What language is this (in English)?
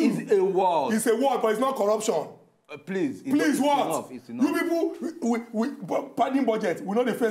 Nigerian Pidgin